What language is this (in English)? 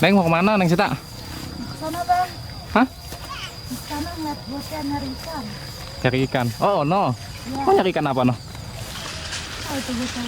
Betawi